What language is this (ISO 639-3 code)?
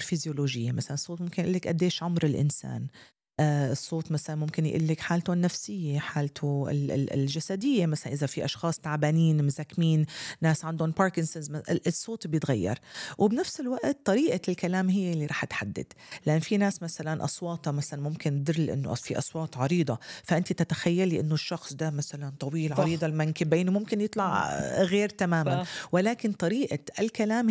apc